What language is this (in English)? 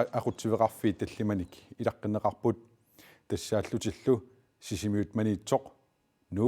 Kalaallisut